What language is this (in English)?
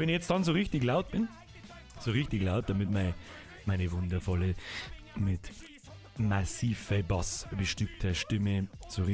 Bavarian